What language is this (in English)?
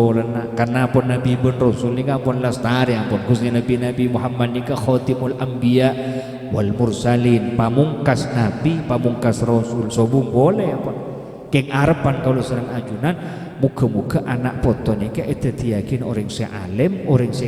Madurese